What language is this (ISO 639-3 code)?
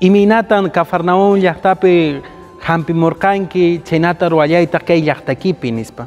que